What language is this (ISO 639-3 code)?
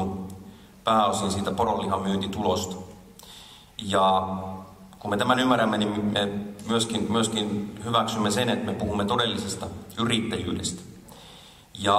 fin